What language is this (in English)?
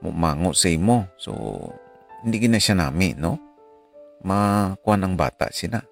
Hiligaynon